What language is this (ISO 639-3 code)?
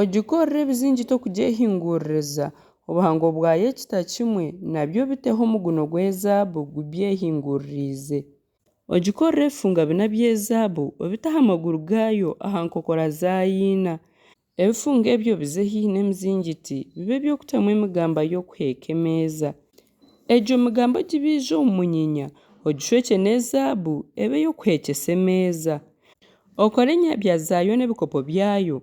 nyn